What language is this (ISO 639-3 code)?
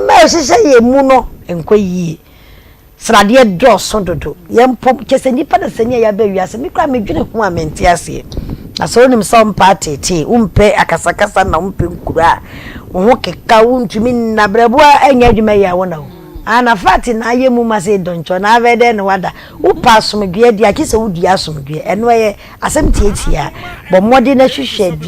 aka